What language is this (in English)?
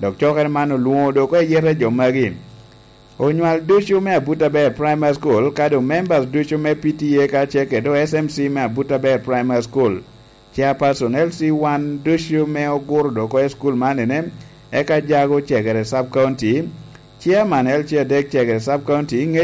Lango (Uganda)